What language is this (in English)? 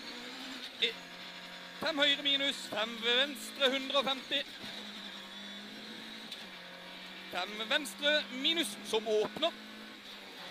Norwegian